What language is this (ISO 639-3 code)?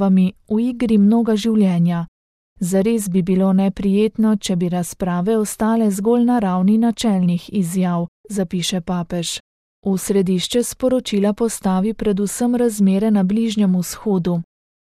slv